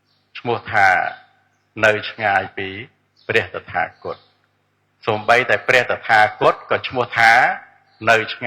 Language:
Khmer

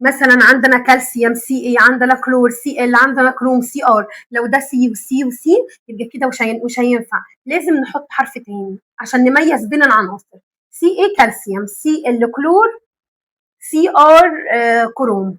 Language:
Egyptian Arabic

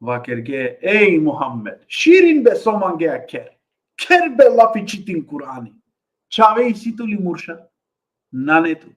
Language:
Balkan Romani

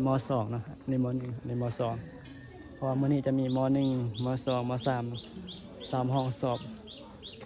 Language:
Northeastern Thai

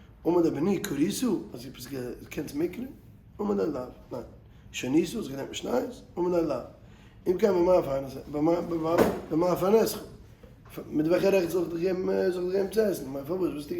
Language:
Yiddish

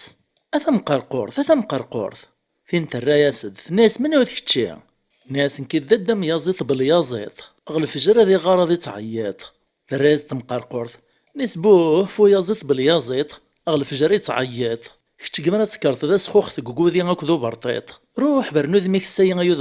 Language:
Kabyle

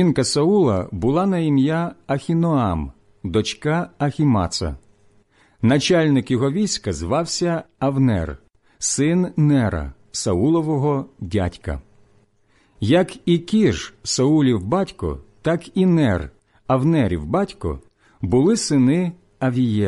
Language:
Ukrainian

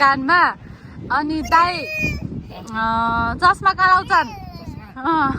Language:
Nepali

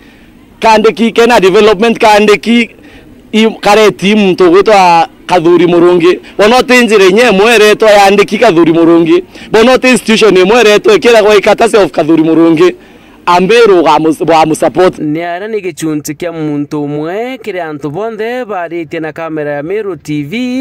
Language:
Meru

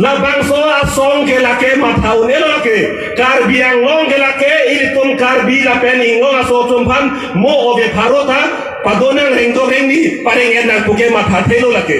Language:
Karbi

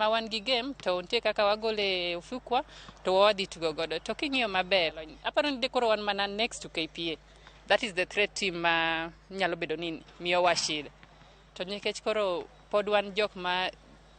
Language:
Luo (Kenya and Tanzania)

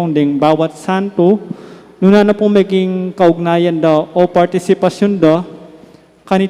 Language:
Pampanga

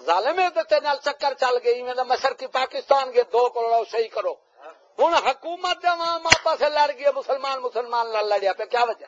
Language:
Saraiki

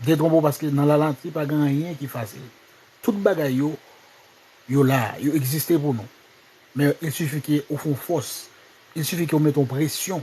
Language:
Haitian Creole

